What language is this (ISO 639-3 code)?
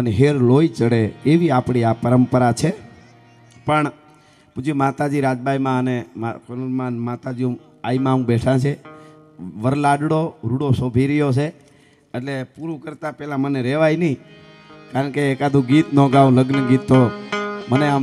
guj